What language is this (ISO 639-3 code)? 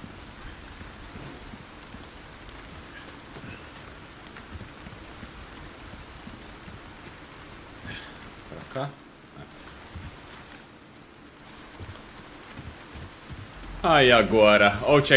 por